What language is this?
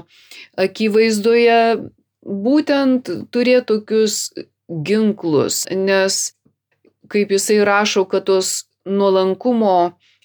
Lithuanian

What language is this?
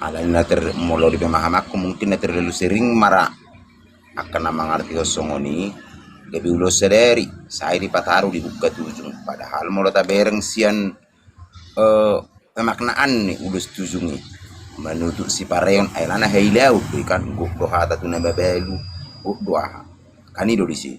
Batak Toba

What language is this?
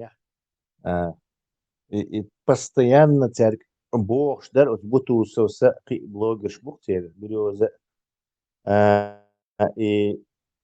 Chechen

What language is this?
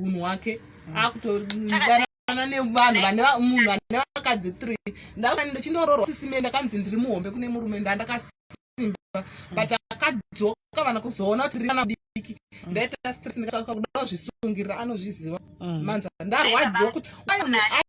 Shona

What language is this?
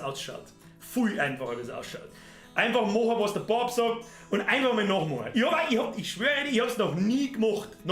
Bavarian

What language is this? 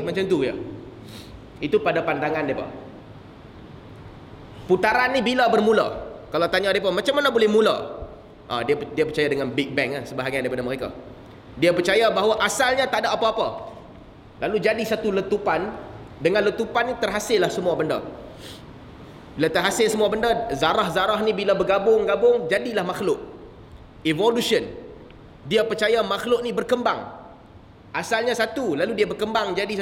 Malay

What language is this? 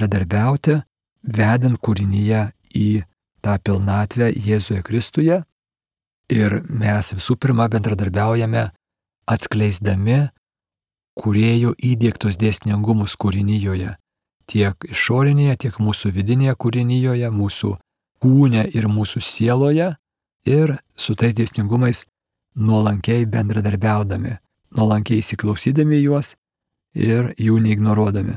Lithuanian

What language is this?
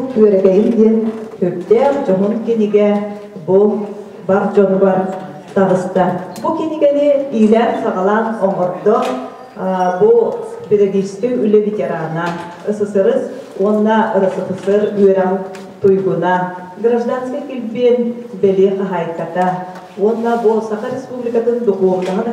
Yakut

